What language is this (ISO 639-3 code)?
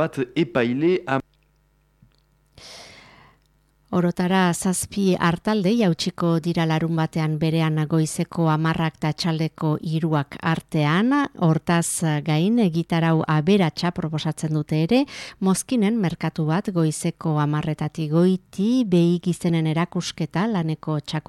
eus